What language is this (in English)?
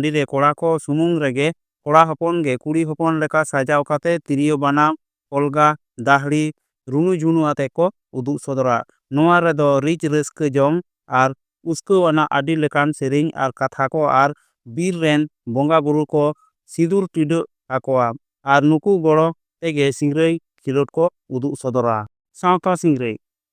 Santali